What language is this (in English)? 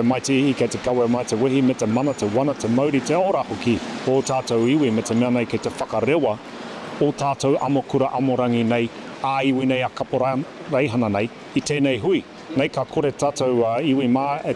Māori